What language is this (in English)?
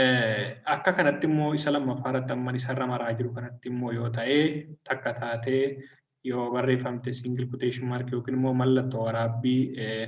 Oromo